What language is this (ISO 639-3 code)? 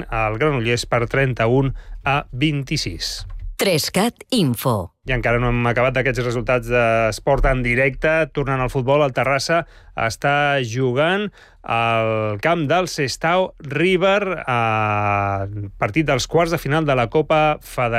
cat